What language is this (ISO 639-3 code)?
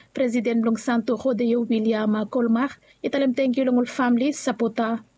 bis